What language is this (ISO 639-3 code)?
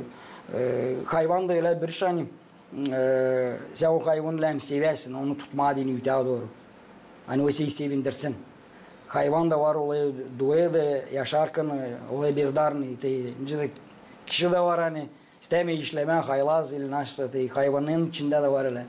gag